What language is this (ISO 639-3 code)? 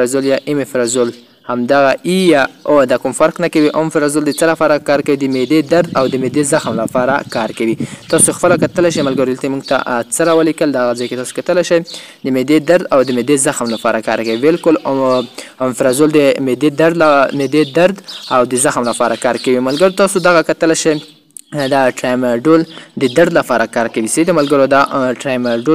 pus